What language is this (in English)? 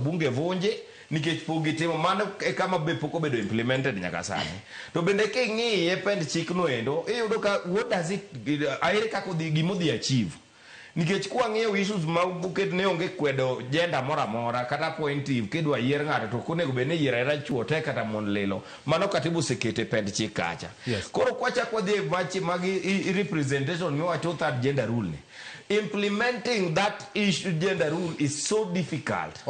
Luo (Kenya and Tanzania)